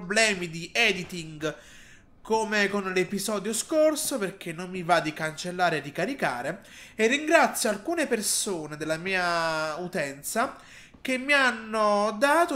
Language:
Italian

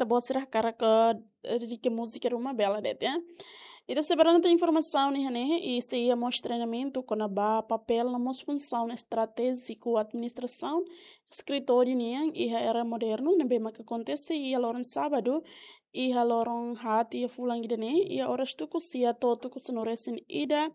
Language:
Tetum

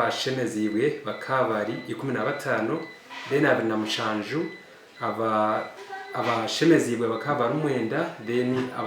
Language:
Nyankole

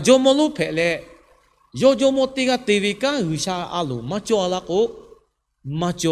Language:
Lahu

